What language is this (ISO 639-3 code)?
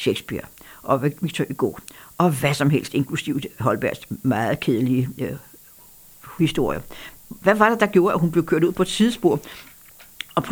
dan